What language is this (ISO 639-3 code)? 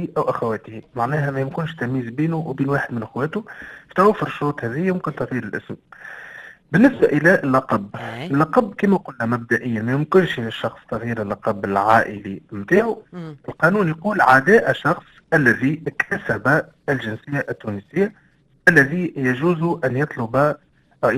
aeb